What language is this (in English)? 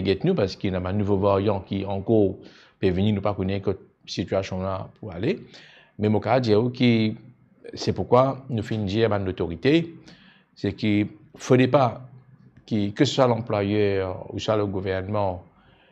Morisyen